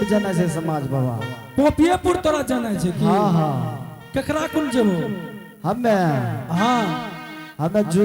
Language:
Angika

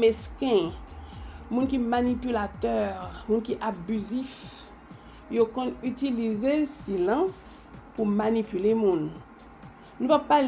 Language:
Haitian Creole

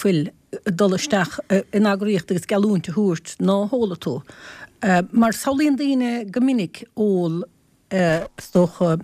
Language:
Irish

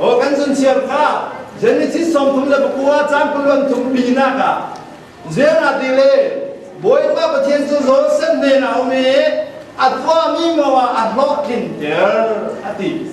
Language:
Falam Chin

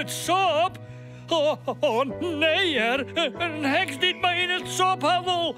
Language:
Western Frisian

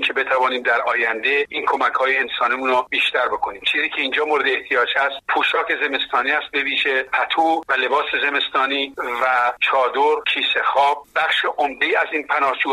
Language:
Persian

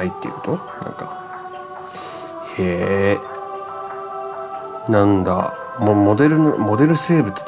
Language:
Japanese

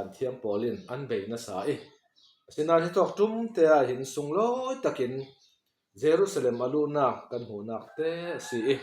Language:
Falam Chin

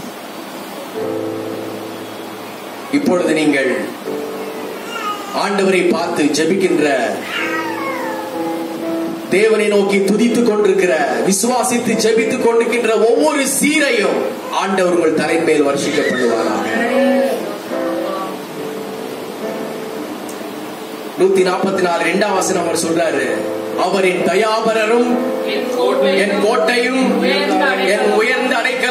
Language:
Tamil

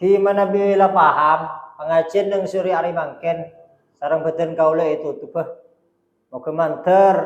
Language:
Madurese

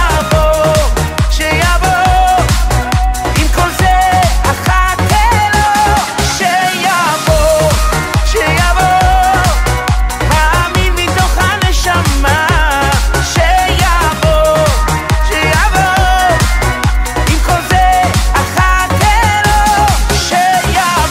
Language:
Hebrew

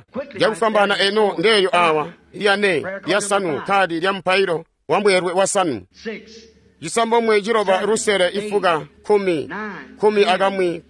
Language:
Tonga (Zambia)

